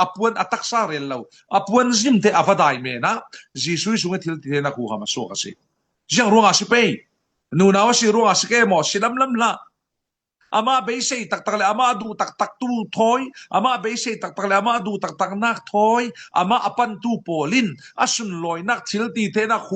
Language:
Falam Chin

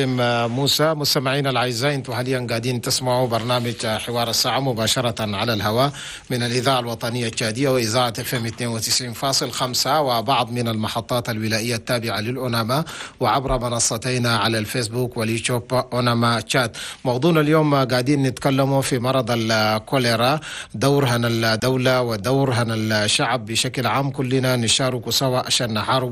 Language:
Chadian Arabic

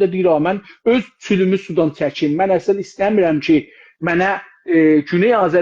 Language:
South Azerbaijani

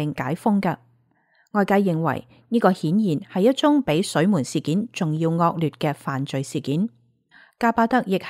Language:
Cantonese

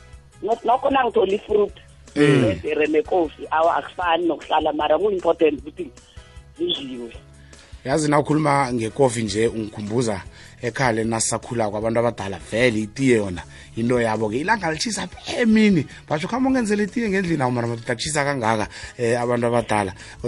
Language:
South Ndebele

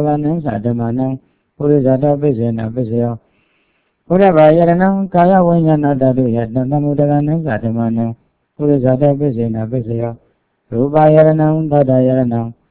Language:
Burmese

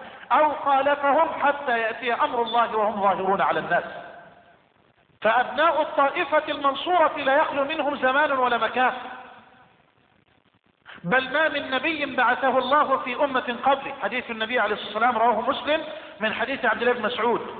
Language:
Arabic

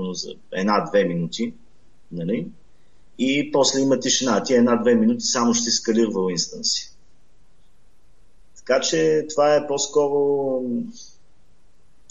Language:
Bulgarian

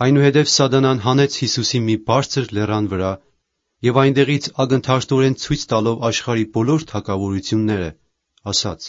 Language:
Armenian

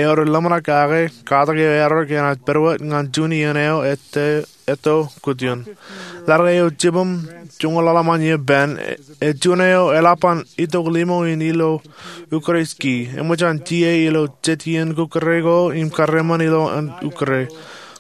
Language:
Marshallese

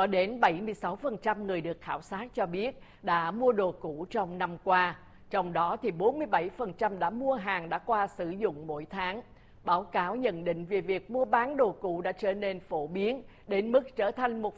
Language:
Vietnamese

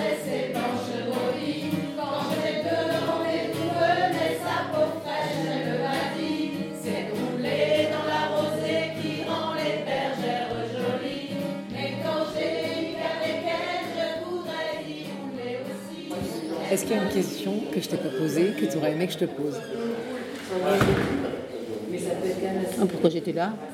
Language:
French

